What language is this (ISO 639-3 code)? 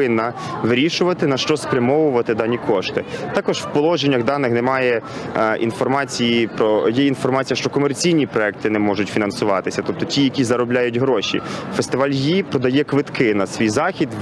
ukr